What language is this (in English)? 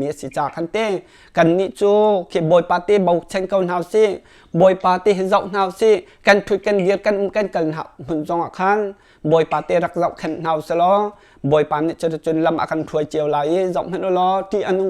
Hakha Chin